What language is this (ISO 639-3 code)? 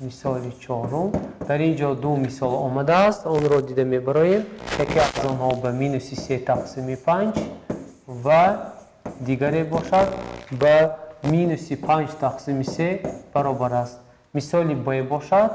tgk